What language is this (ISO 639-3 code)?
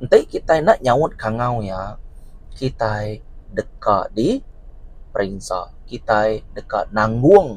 iba